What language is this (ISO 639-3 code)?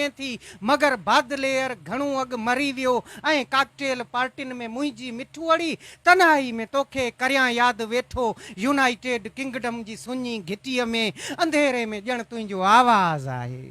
snd